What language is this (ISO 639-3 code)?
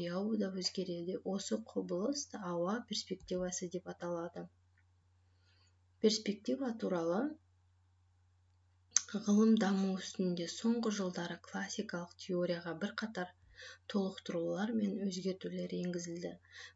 kaz